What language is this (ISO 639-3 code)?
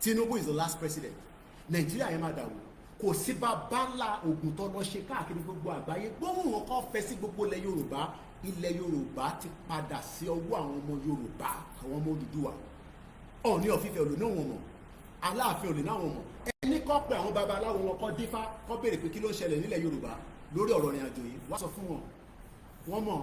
yor